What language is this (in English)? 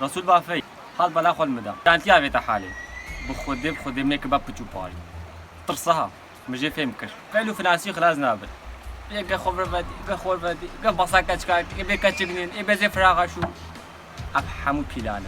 Kurdish